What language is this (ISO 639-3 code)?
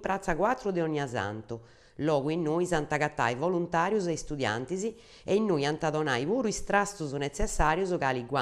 srd